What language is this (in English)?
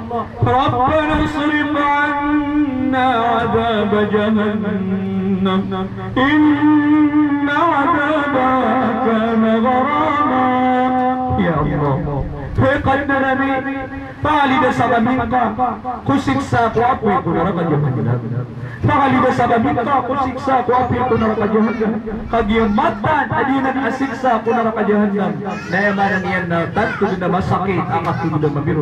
Maranao